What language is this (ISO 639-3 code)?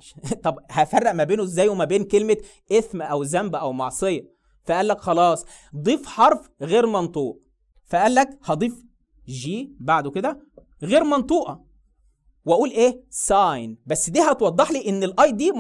arz